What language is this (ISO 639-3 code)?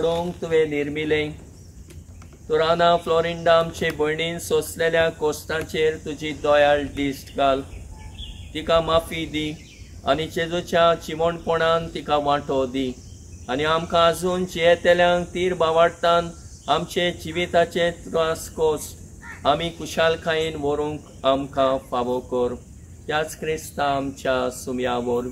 kok